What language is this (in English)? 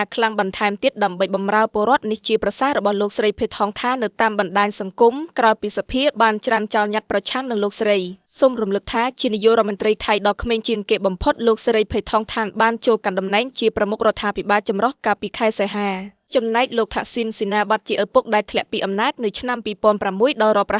Khmer